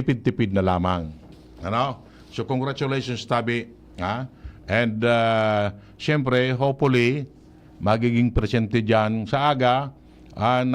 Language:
Bikol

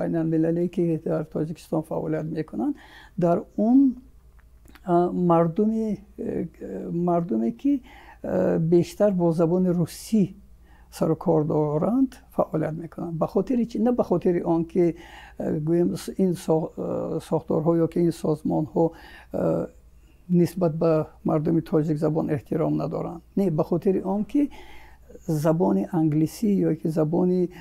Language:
Tajik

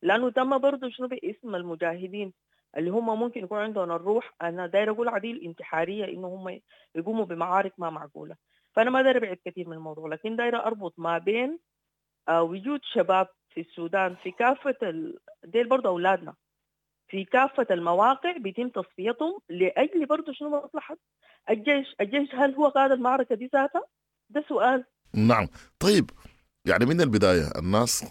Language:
Sudanese Arabic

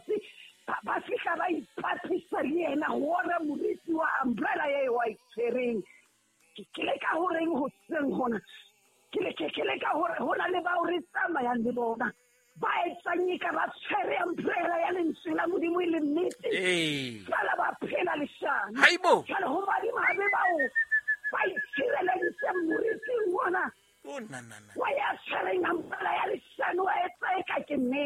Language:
Southern Sotho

